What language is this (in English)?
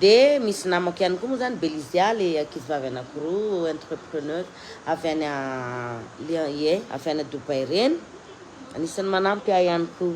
Malagasy